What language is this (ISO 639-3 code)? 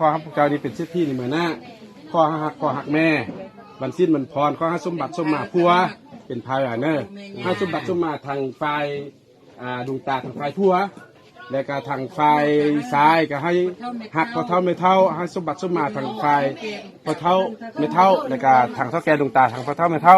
lao